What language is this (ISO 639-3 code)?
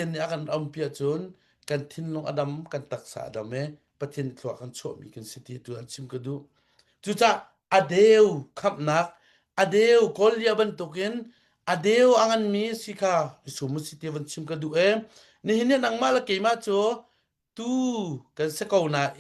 cnh